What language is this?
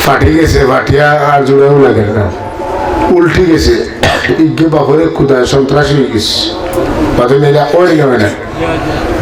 Sylheti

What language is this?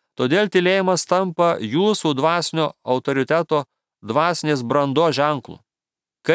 Lithuanian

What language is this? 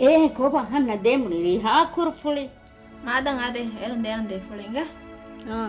Divehi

